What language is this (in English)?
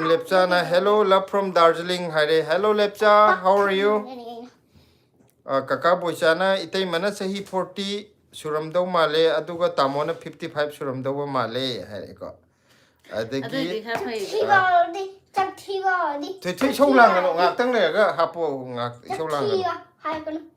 Manipuri